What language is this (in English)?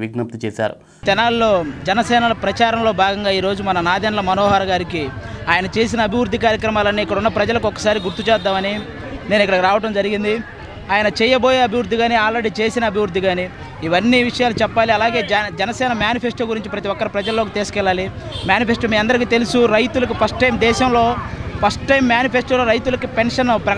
Telugu